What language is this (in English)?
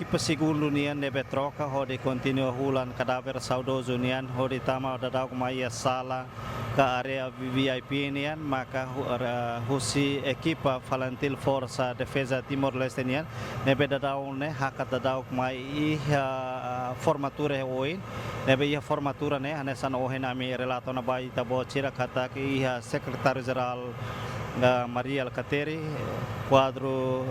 Tetum